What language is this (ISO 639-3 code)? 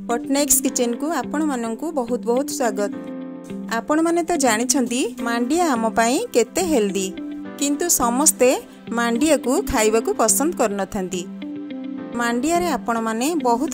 ori